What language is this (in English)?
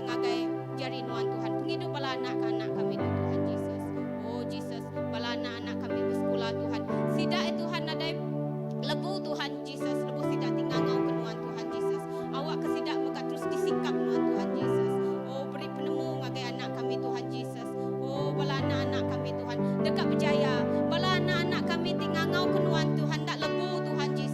Iban